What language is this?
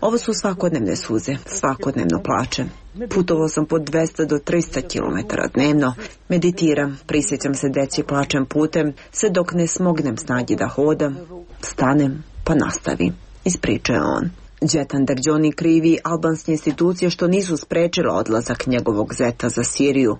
Croatian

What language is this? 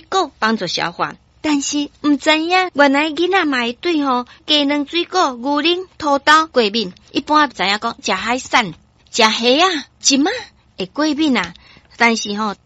Min Nan Chinese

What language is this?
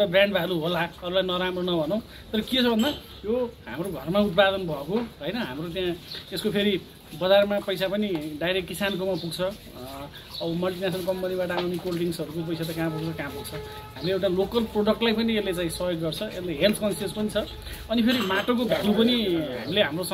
Nepali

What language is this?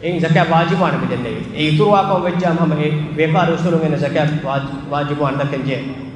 Divehi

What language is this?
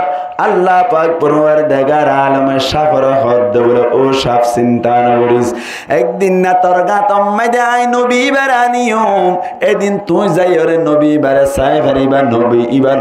Rohingya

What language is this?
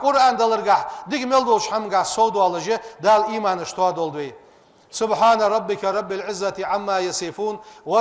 Ingush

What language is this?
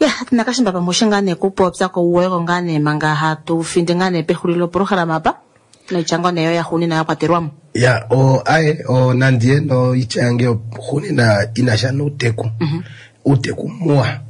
Kuanyama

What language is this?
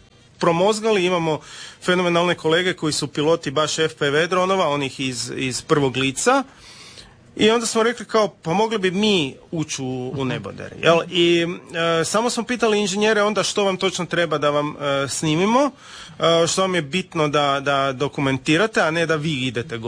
Croatian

